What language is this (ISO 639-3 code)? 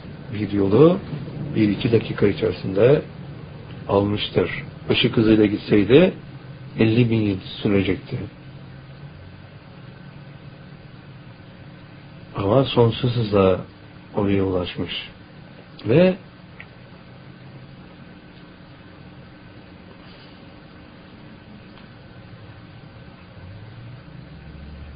tur